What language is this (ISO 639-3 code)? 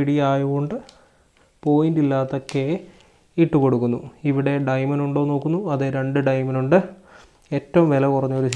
mal